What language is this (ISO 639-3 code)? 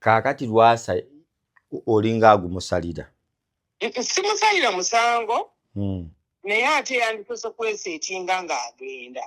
lug